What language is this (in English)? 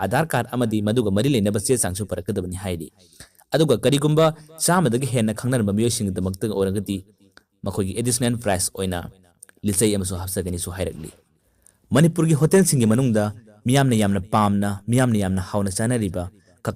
Manipuri